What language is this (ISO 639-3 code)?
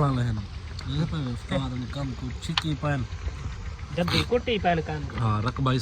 skr